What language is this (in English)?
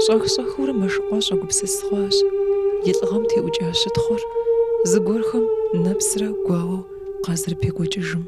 Kabardian